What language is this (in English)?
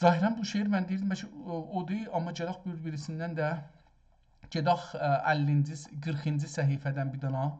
South Azerbaijani